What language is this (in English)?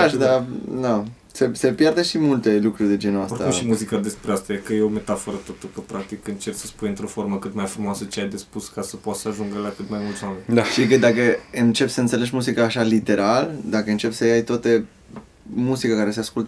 Romanian